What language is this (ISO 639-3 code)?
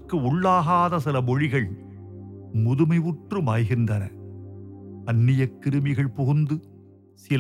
tam